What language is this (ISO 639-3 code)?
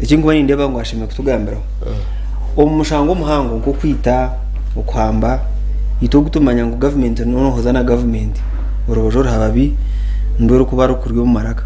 nyn